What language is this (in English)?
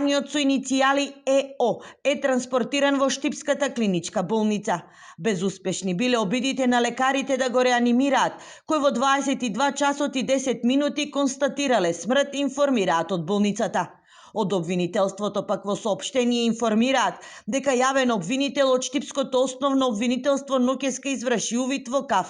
Macedonian